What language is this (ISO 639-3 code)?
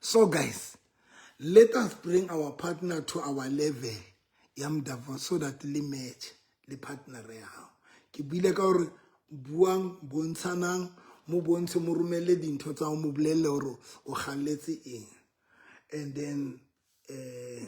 sot